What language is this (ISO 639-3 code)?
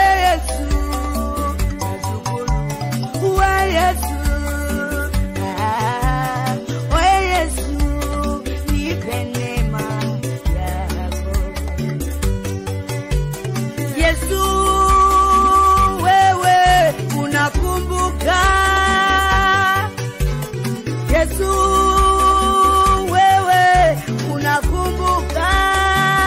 swa